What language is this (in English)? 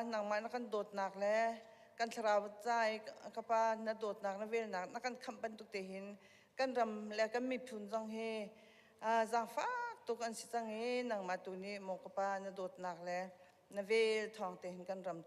Hakha Chin